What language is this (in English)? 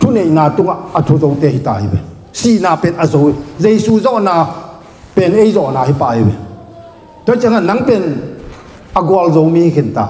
Tedim Chin